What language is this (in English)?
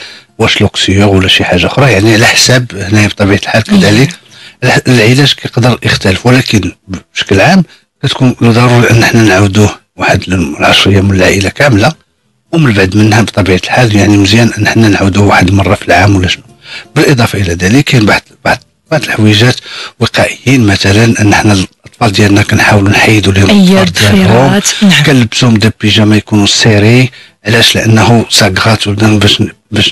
Moroccan Arabic